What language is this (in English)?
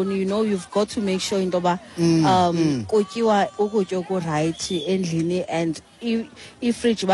Xhosa